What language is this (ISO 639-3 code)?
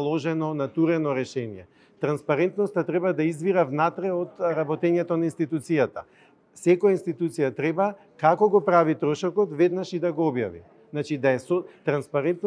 mkd